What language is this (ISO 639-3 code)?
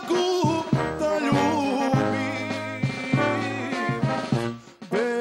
srp